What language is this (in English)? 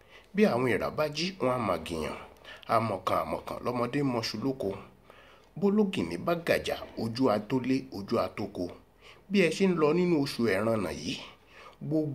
Yoruba